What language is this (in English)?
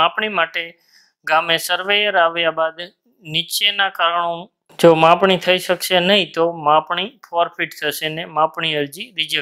Gujarati